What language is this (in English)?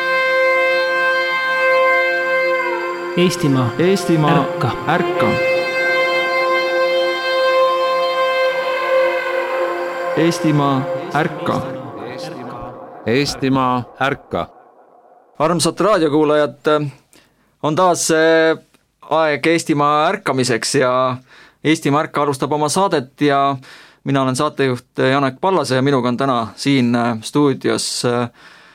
Estonian